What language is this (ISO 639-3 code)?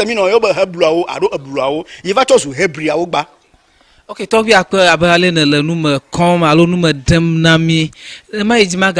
ewe